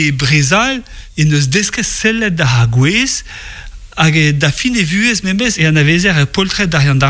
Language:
Breton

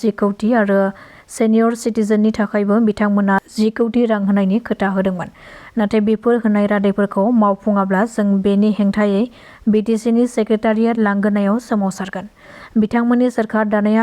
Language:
Bodo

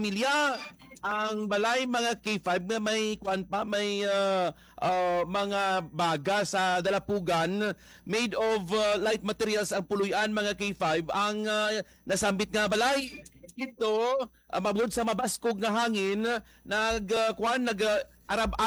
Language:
Hiligaynon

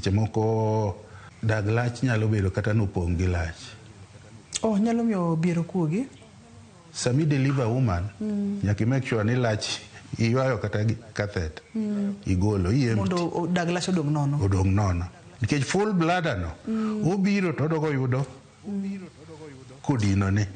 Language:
Luo (Kenya and Tanzania)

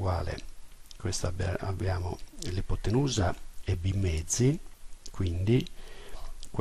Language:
Italian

